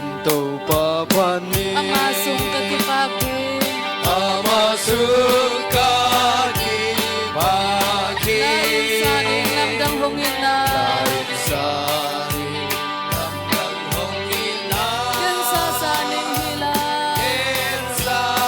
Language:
Tedim Chin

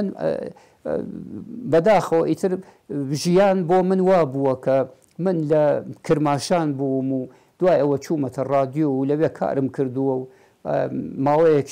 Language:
Central Kurdish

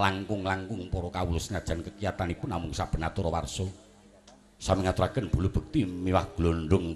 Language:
Javanese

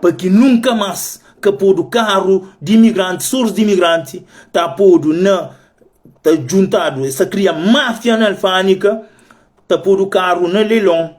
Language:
Kabuverdianu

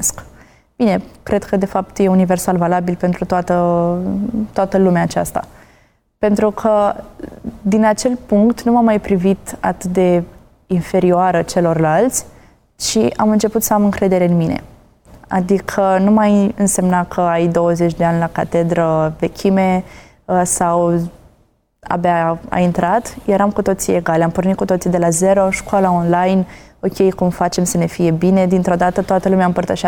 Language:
Romanian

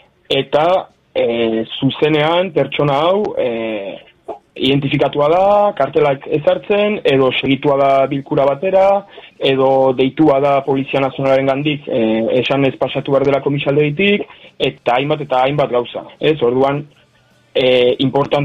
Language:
Basque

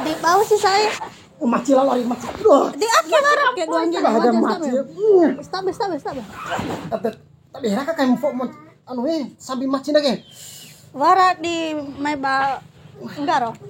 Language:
Bima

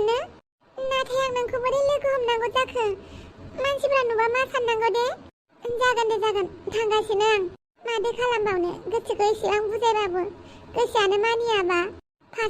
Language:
Bodo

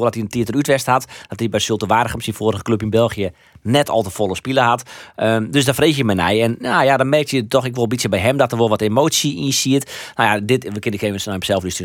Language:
Western Frisian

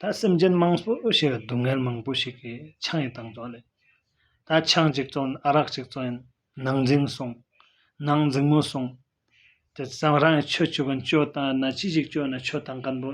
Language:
Tibetan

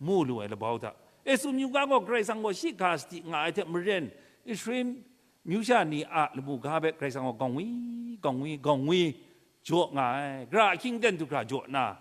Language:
Kachin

